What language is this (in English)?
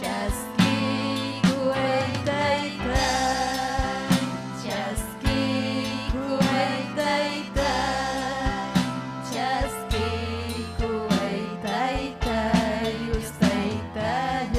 Ayacucho Quechua